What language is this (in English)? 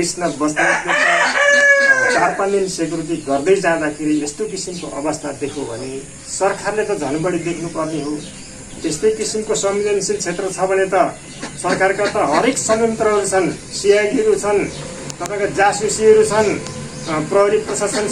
Nepali